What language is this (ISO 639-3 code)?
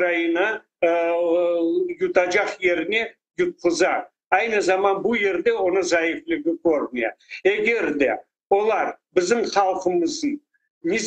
crh